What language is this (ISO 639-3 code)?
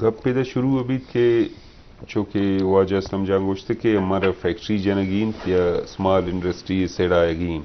bgp